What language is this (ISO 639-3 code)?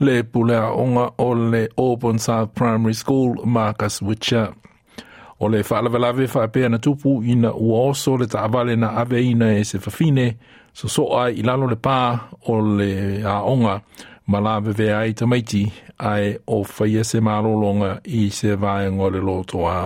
smo